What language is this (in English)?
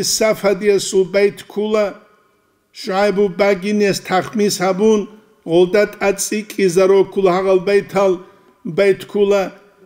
Avaric